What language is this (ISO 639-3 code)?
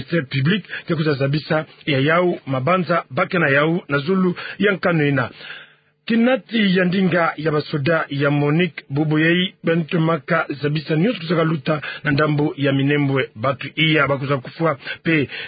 ktu